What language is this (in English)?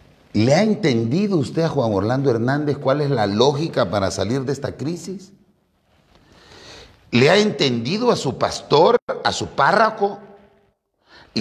Spanish